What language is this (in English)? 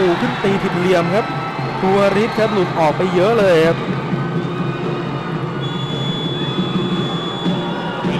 Thai